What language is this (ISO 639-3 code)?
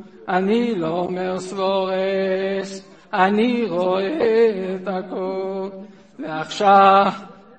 heb